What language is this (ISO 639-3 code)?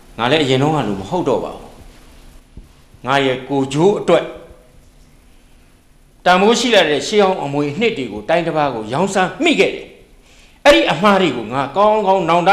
mya